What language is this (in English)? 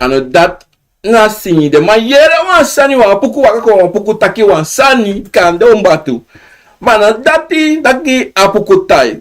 Sranan Tongo